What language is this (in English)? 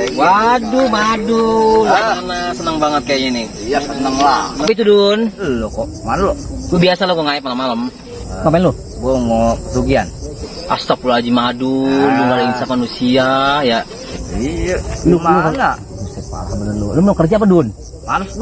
Betawi